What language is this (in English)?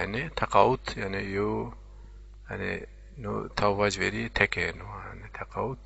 Zaza